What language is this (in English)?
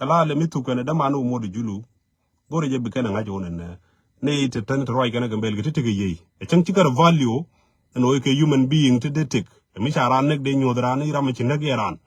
Nuer